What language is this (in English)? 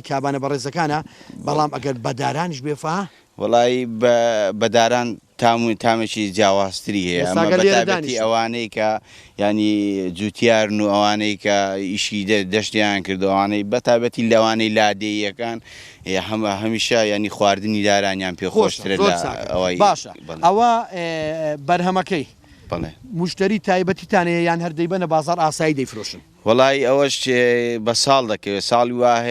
Central Kurdish